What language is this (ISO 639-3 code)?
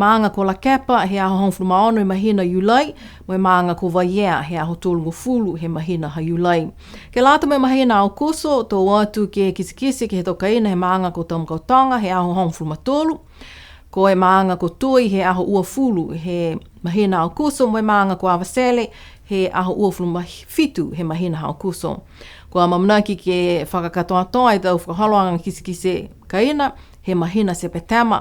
niu